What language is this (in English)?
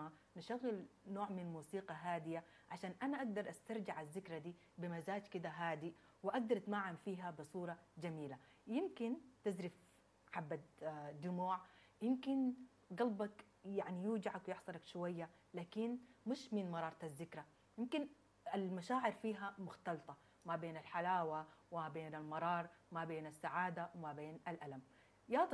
Sudanese Arabic